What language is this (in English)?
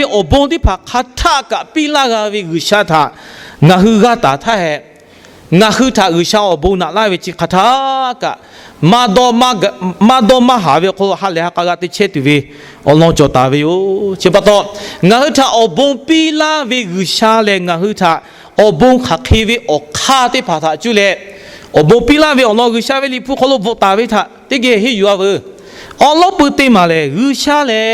Lahu